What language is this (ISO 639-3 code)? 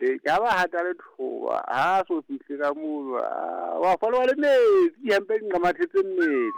sot